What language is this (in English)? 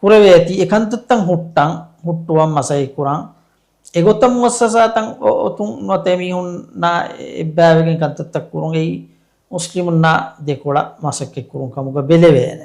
Divehi